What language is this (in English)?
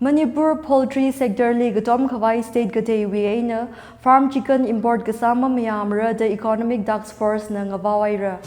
Tangkhul Naga (India)